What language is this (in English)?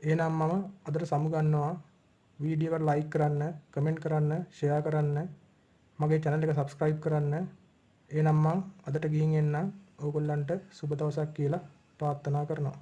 Sinhala